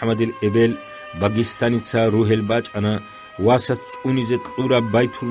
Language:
Avaric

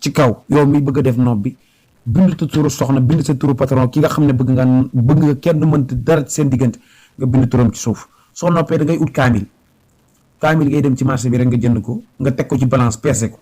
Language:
Wolof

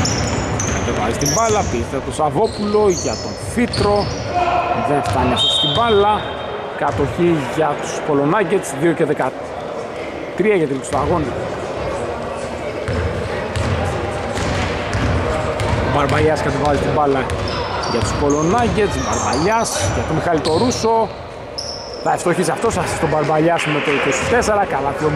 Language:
Greek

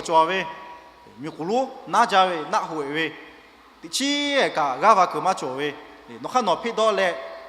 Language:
Lahu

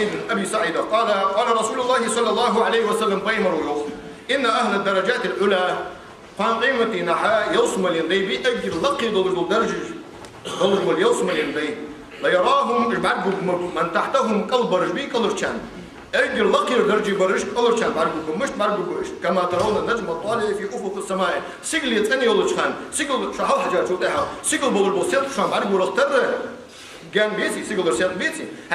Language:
Ingush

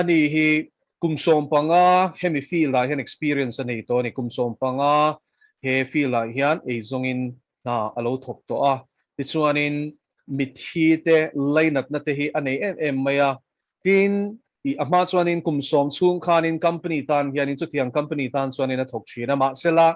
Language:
Mizo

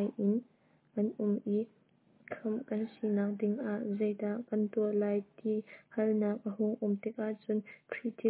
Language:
Hakha Chin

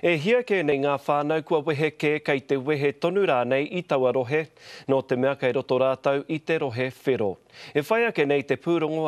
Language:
Māori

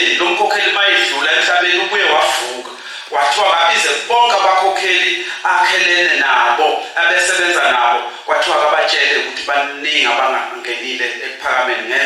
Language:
Zulu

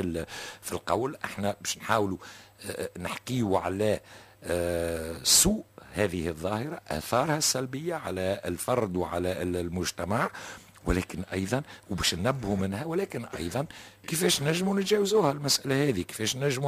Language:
Tunisian Arabic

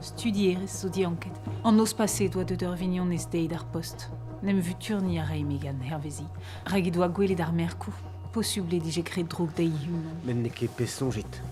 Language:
Breton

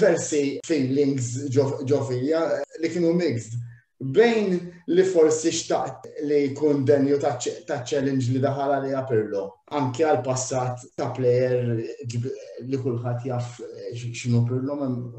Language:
Maltese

